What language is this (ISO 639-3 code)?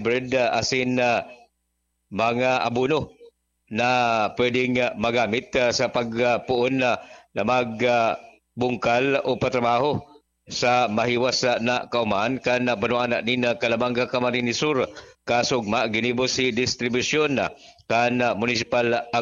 bik